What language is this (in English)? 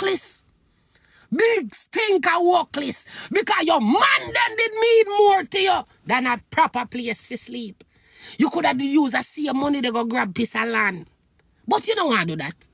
Jamaican Creole English